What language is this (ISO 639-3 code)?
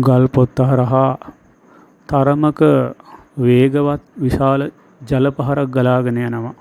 sin